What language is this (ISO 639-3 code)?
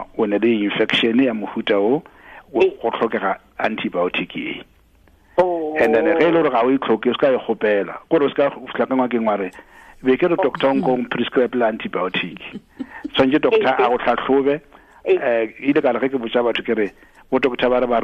tsn